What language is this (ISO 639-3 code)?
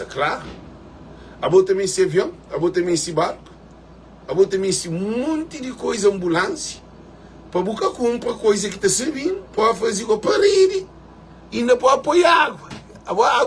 kea